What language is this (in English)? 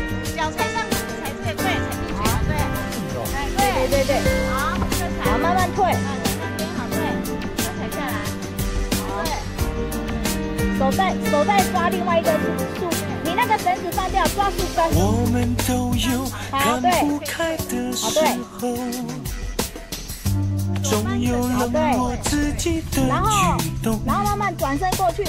Chinese